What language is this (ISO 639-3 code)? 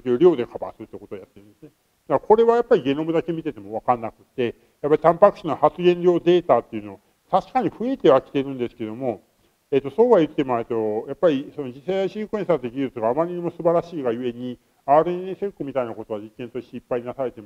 jpn